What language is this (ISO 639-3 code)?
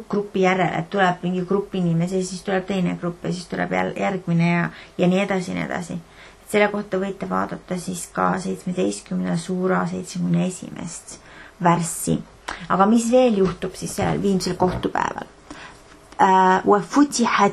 est